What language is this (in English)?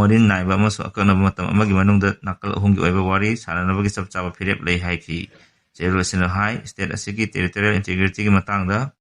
Manipuri